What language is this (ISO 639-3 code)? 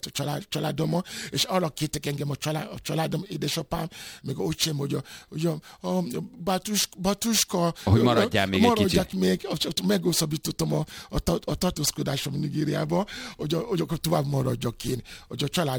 hun